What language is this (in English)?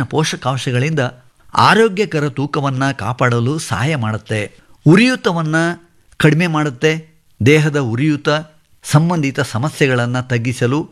Kannada